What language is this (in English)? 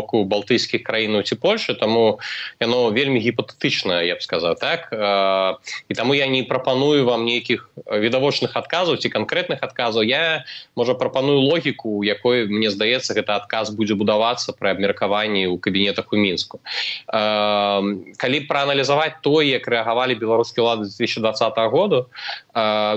Belarusian